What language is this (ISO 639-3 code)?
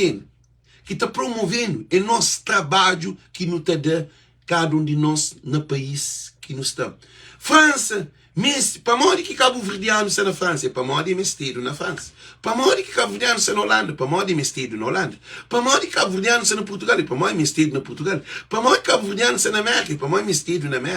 kea